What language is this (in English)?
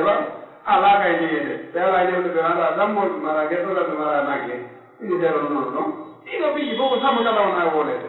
Pular